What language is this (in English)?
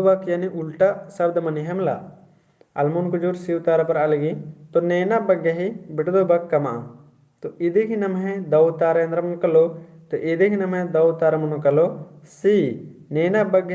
Kurukh